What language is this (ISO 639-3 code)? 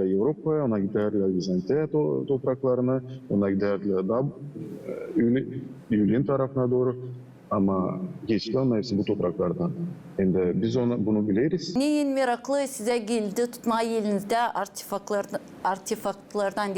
gag